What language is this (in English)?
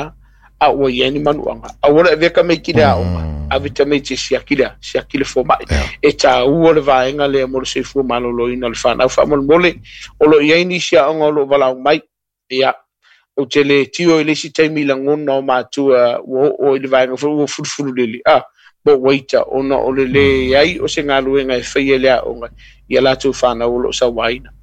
Samoan